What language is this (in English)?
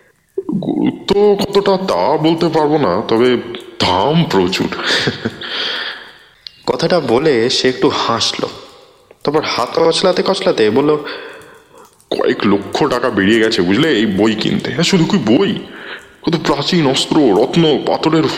Bangla